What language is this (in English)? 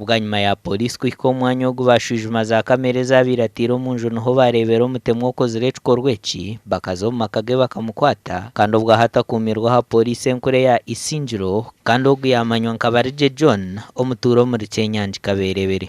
Nyankole